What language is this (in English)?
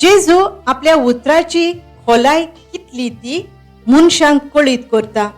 Konkani